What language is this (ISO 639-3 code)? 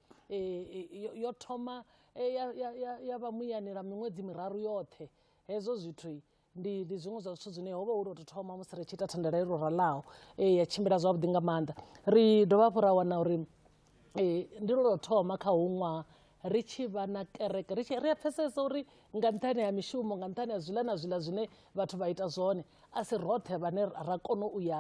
ven